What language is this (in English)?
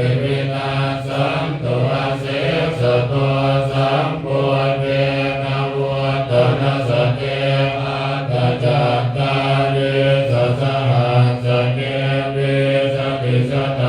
Pali